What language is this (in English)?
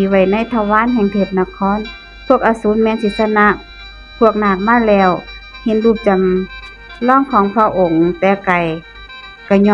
Northeastern Thai